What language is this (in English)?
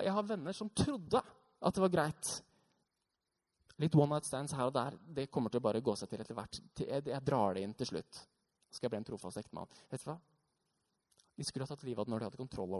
Norwegian